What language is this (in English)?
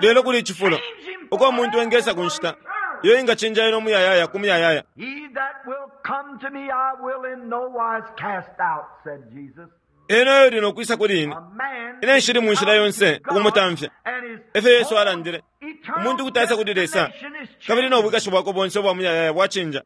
Bemba